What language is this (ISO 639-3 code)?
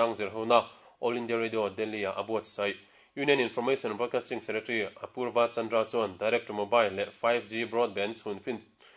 lus